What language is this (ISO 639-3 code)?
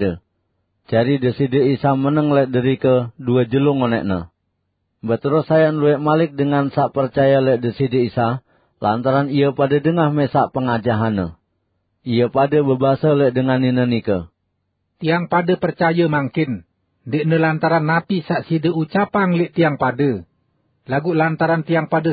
sas